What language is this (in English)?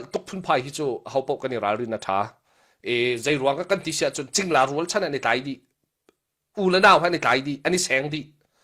Hakha Chin